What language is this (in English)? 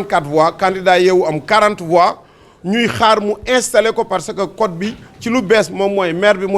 Wolof